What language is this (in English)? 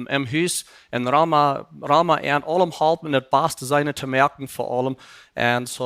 Plautdietsch